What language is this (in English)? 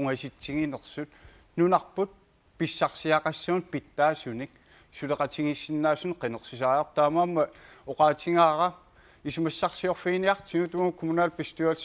Kalaallisut